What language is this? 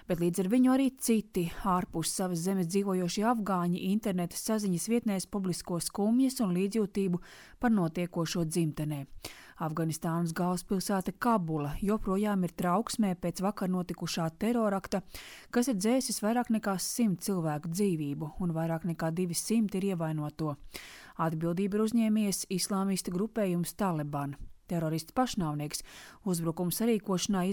Latvian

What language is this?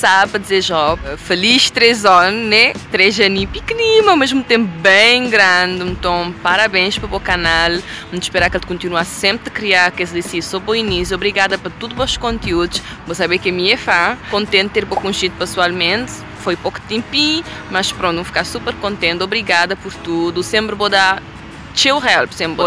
Kabuverdianu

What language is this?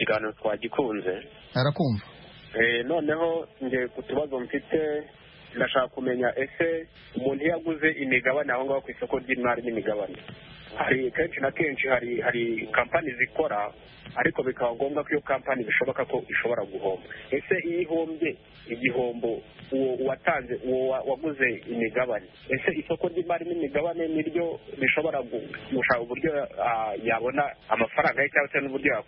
Kinyarwanda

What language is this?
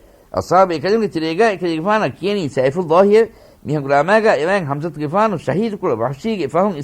Divehi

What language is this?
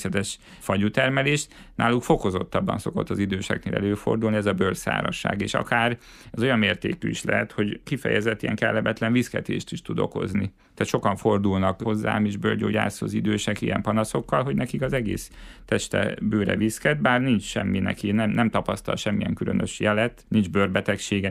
Hungarian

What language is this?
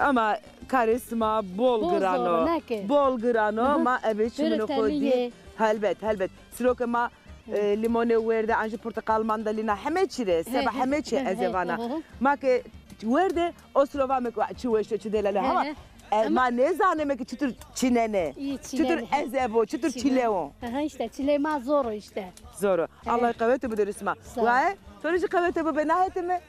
Zaza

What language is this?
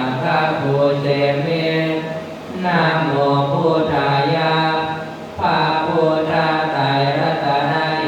Pali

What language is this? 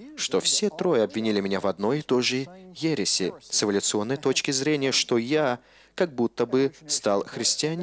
Russian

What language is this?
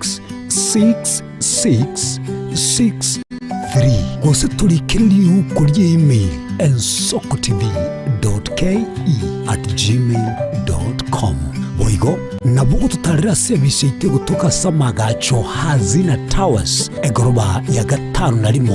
Gusii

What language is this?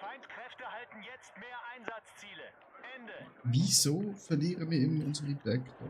Swiss German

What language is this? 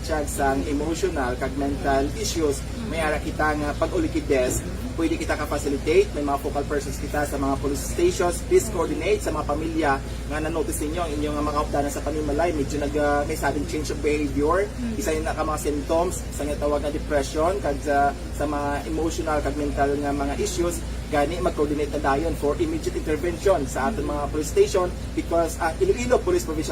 Hiligaynon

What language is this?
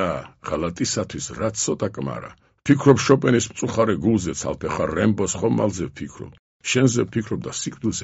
Georgian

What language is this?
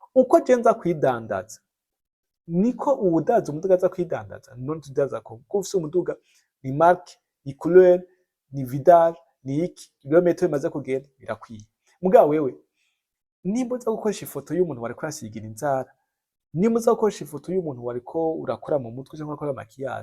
Rundi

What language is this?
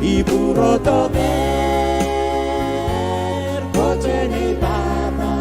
Pohnpeian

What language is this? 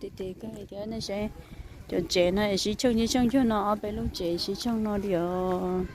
Hmong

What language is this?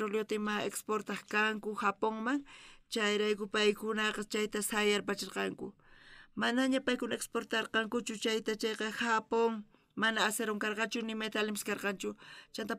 South Bolivian Quechua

